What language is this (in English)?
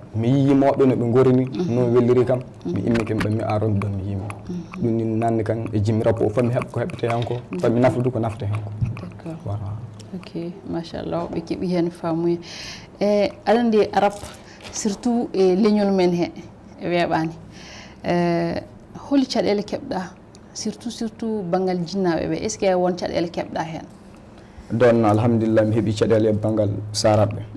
Fula